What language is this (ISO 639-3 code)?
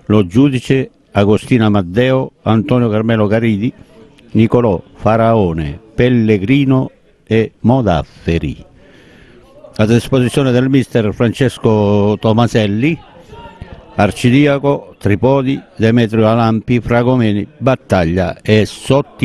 ita